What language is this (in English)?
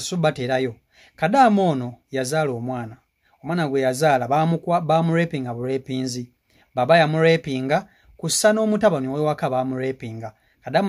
Ganda